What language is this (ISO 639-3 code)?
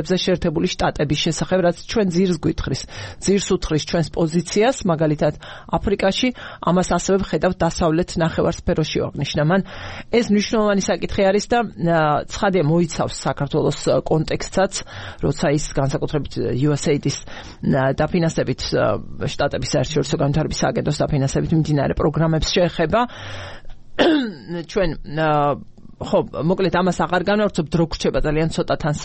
kat